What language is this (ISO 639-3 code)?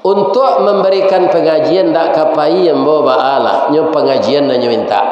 min